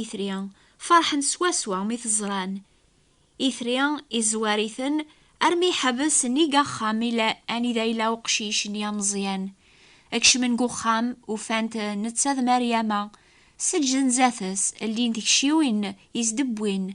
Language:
Kabyle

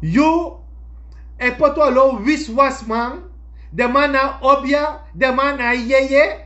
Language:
Sranan Tongo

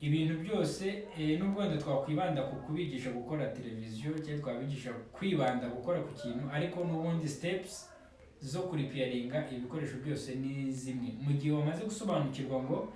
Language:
Kinyarwanda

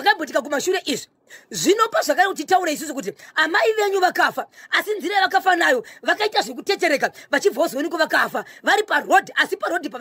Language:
Shona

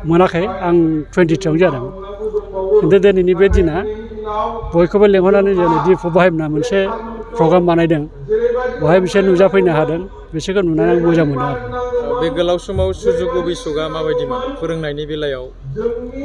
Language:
Bodo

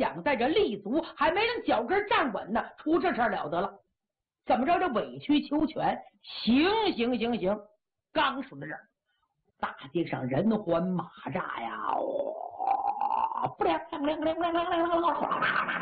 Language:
Chinese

